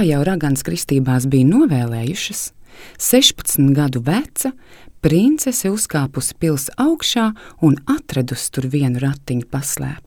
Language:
Latvian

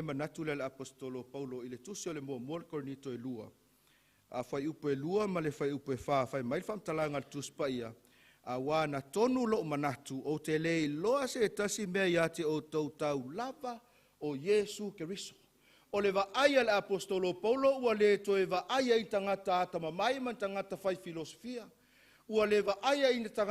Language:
Samoan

